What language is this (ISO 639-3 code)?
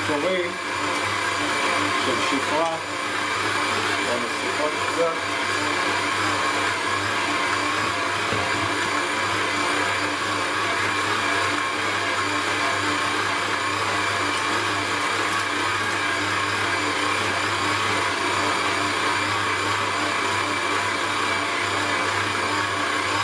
heb